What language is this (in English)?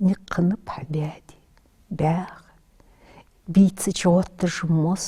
Ingush